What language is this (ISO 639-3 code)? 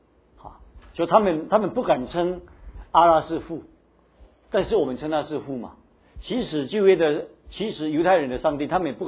zho